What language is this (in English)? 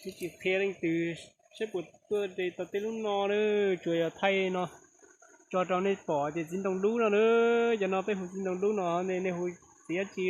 Hmong